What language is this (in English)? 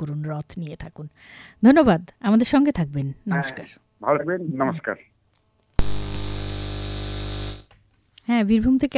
Bangla